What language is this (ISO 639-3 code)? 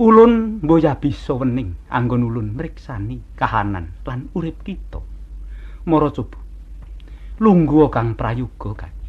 jav